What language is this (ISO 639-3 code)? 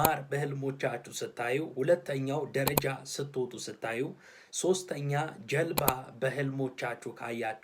amh